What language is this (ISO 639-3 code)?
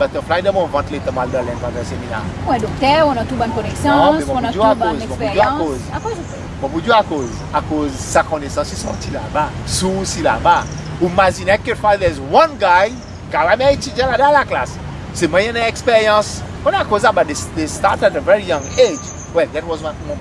crs